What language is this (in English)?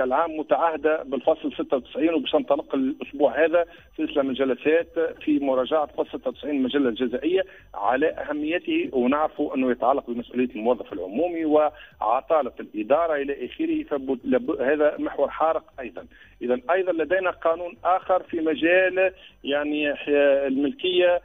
Tunisian Arabic